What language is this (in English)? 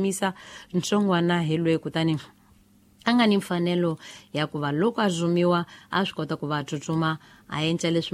Tsonga